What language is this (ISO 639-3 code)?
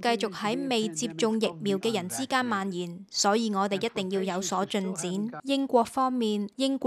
yue